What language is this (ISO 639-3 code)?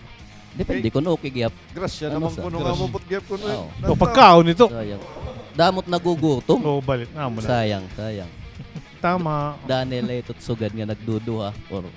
war